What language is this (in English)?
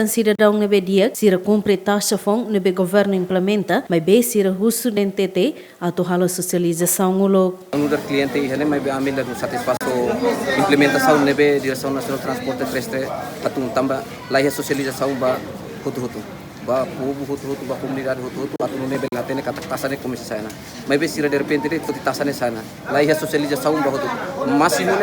Tetum